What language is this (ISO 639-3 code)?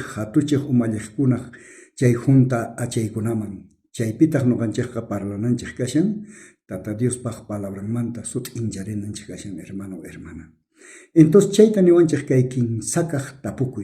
quh